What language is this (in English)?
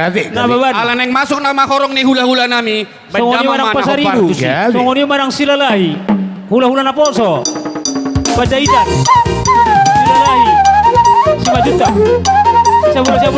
Batak Toba